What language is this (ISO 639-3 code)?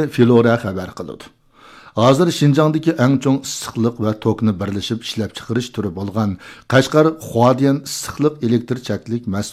uig